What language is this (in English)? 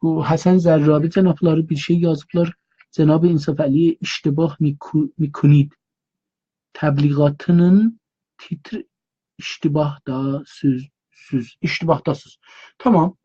South Azerbaijani